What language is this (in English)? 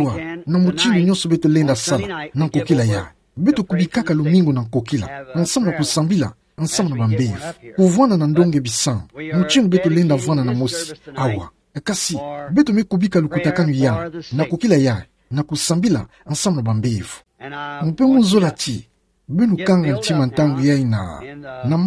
Kituba (Democratic Republic of Congo)